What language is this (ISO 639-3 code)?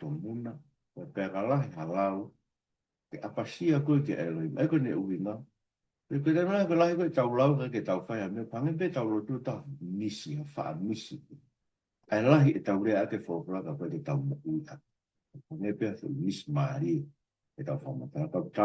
ton